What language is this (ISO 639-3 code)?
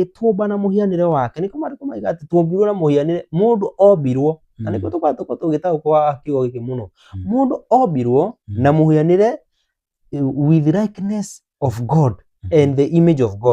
kik